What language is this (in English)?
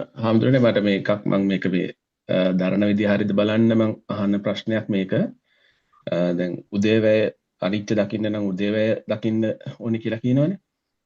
Sinhala